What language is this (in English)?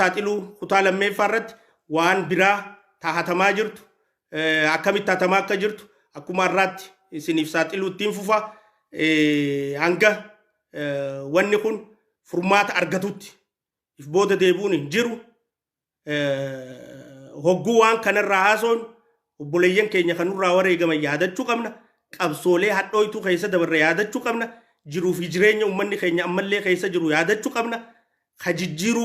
Oromo